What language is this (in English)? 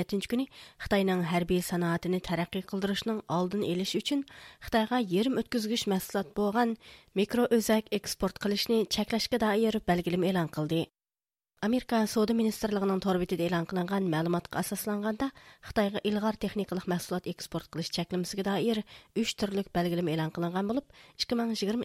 Uyghur